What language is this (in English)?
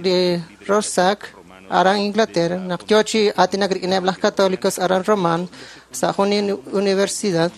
Kekchí